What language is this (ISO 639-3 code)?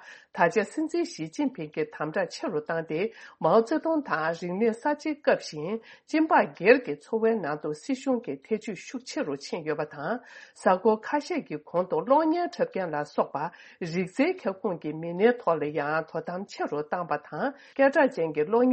bod